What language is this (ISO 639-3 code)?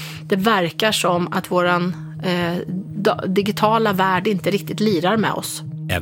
swe